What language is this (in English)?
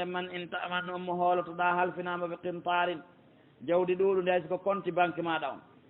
Pular